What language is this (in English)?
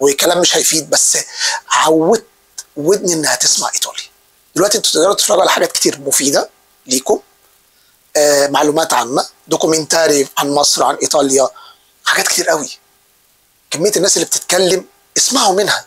Egyptian Arabic